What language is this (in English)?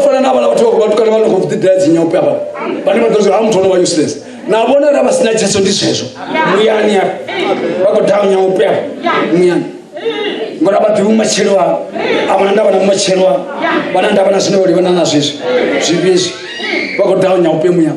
Venda